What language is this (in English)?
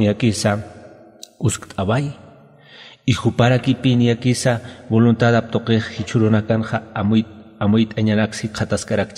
Aymara